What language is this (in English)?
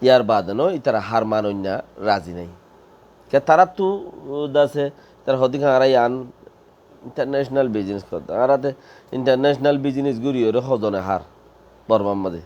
Rohingya